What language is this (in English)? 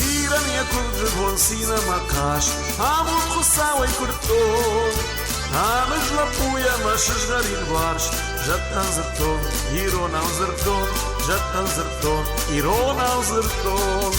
Ossetic